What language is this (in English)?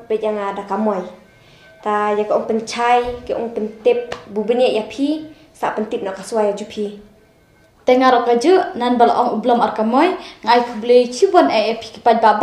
Khasi